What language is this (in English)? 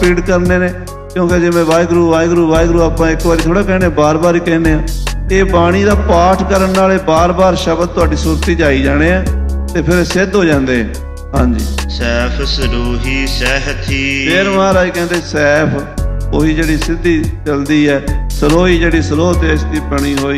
Punjabi